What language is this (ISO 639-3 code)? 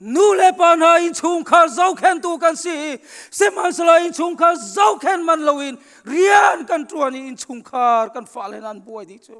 cnh